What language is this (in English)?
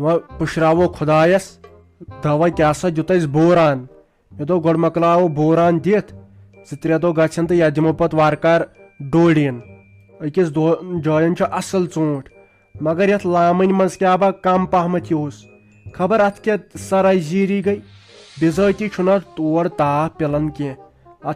Kashmiri